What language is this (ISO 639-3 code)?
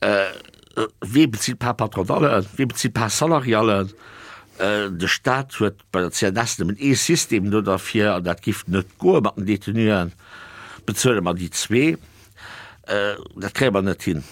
ltz